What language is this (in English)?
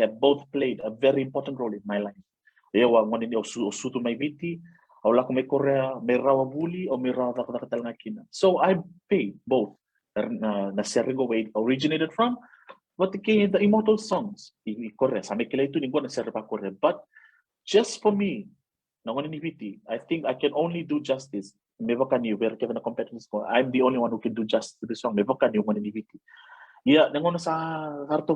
Fijian